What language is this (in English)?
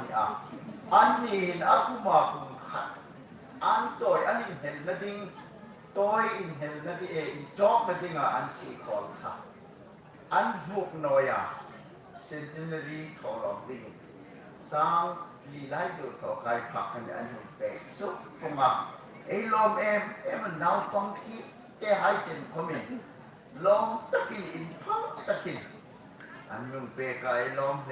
Hmar